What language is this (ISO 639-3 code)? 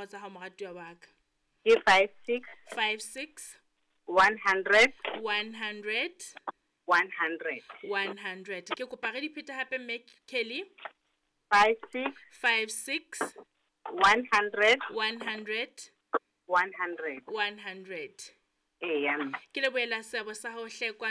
sot